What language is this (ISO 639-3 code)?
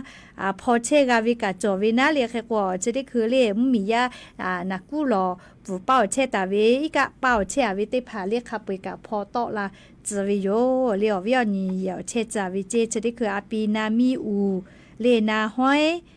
lhu